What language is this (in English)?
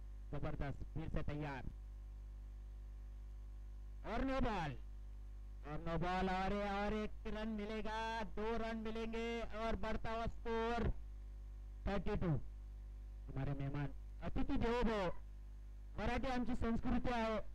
Hindi